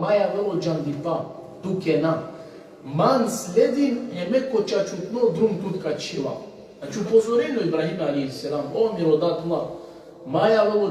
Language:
Balkan Romani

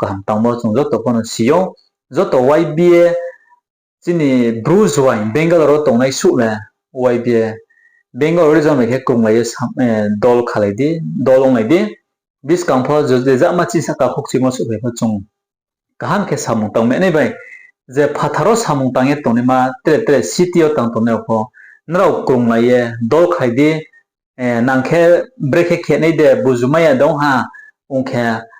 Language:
Riang (India)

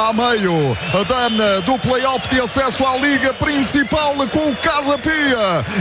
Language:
Portuguese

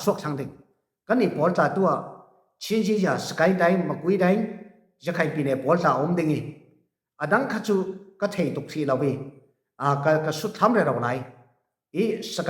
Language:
Falam Chin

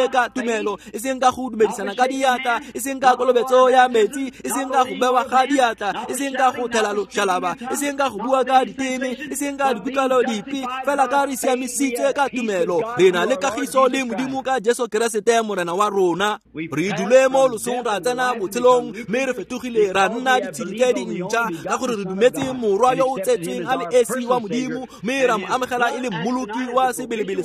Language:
Tswana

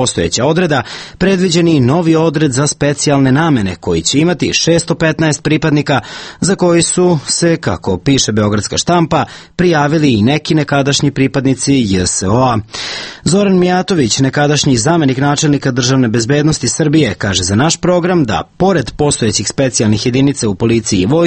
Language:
Serbian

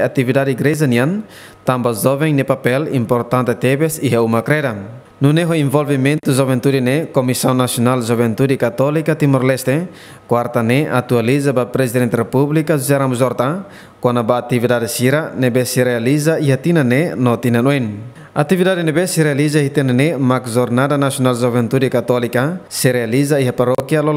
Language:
Tetum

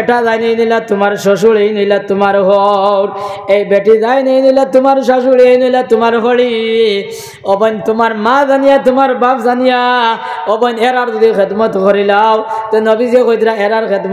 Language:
Sylheti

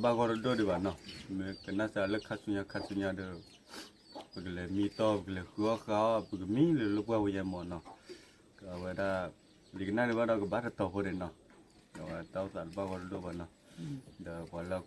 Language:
S'gaw Karen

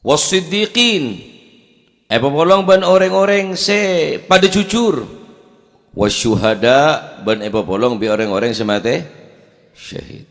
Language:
Madurese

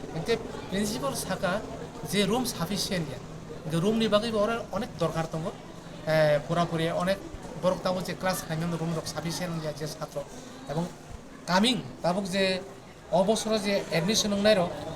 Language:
Kok Borok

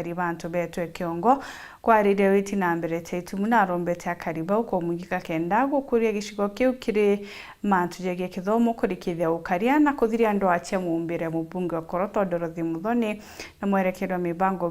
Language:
Meru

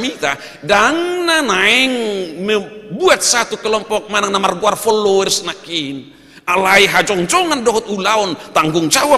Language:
Batak Toba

